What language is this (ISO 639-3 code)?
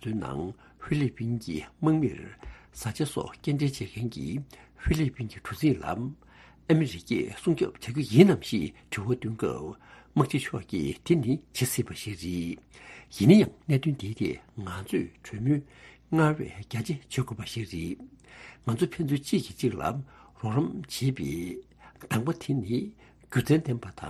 bod